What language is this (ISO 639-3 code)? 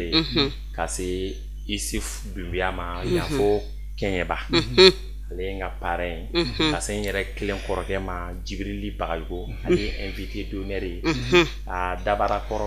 bam